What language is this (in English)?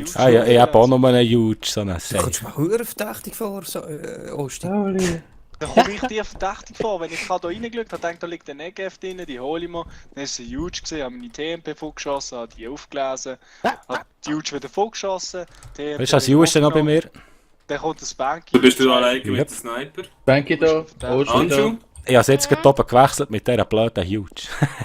Swiss German